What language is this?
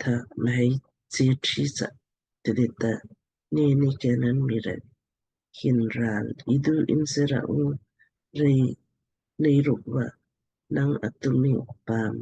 Lamkang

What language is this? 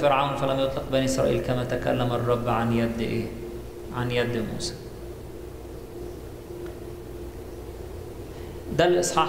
Egyptian Arabic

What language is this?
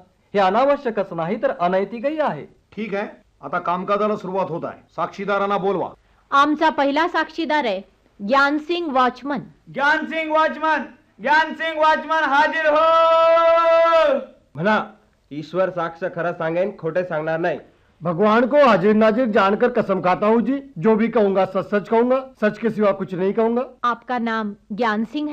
Marathi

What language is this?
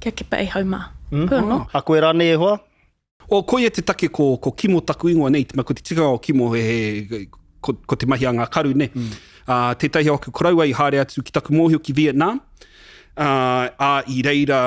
Māori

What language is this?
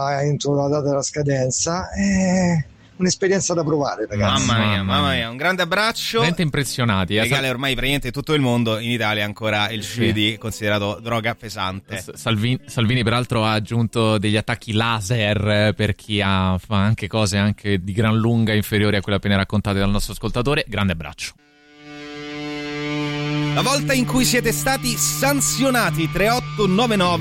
Italian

